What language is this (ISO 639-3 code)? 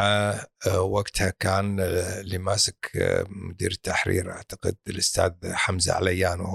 afb